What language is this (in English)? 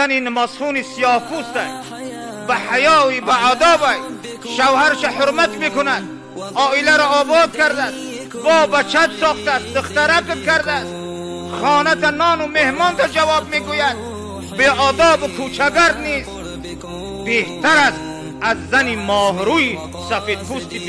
Tajik